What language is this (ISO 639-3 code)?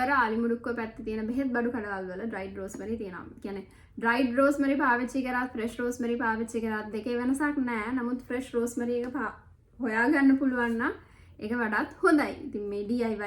sin